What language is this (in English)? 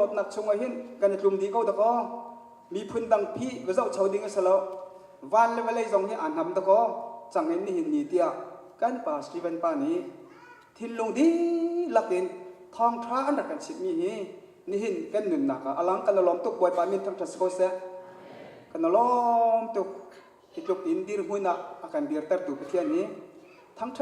Hakha Chin